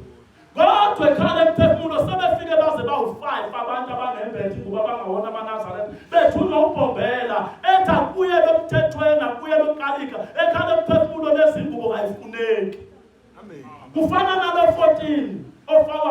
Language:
Zulu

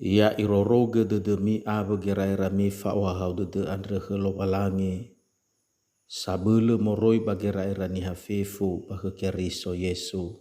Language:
Nias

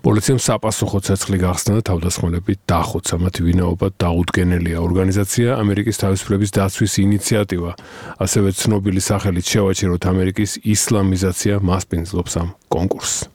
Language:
Georgian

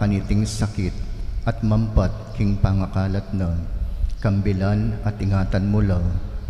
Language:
Pampanga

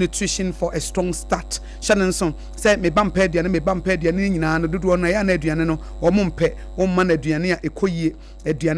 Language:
Akan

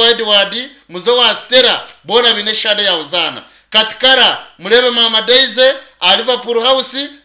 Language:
Nyankole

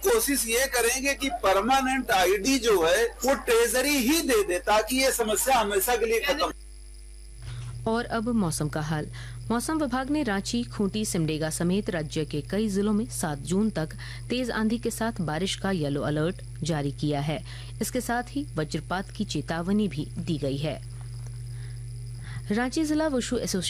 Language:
Hindi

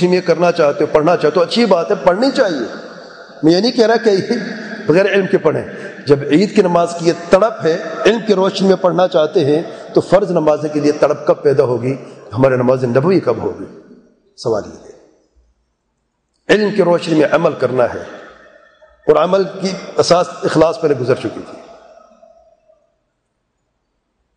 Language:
Urdu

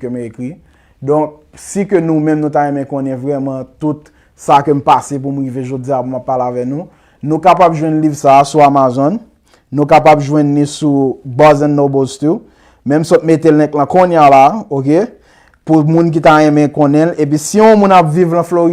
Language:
Haitian Creole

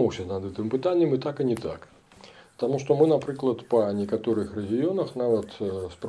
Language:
Belarusian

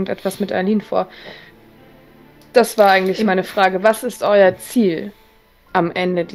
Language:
German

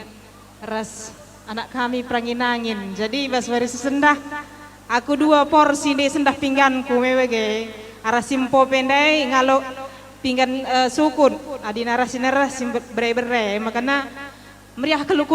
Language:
Batak Karo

